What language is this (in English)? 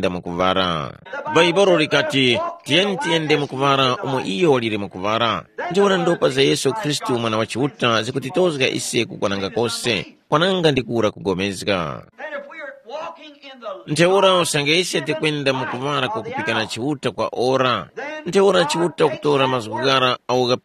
Tumbuka